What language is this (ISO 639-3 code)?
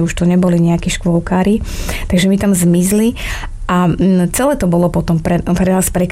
slk